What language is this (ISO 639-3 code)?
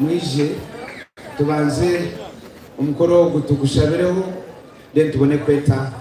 nyn